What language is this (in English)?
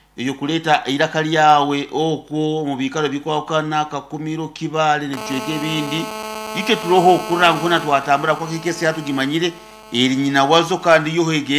Nyankole